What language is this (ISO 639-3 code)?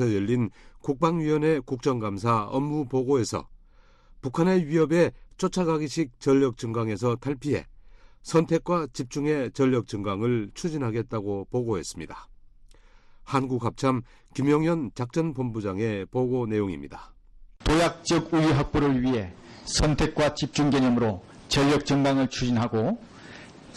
kor